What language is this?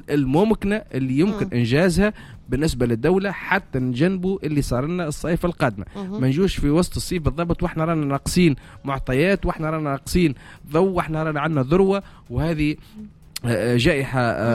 Tunisian Arabic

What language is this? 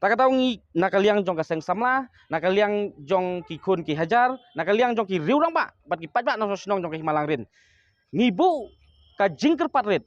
Khasi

